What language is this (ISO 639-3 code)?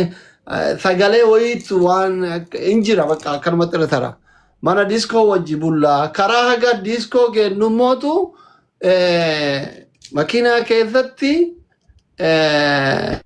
orm